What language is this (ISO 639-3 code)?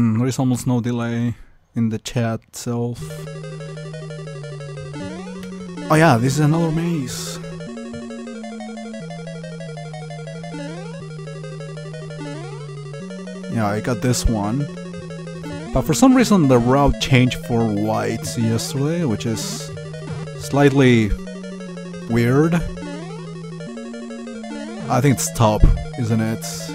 eng